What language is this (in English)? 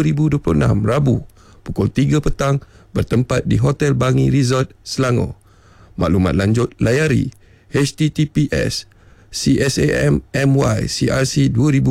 Malay